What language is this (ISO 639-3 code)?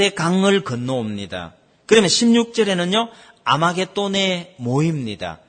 kor